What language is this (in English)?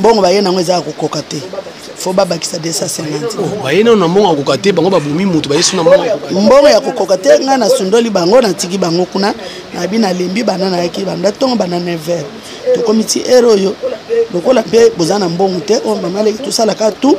Lingala